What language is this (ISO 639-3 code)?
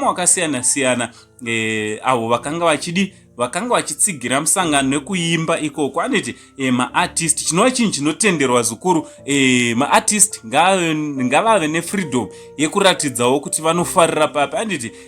sna